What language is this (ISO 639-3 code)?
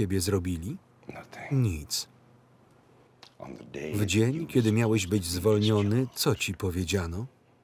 pol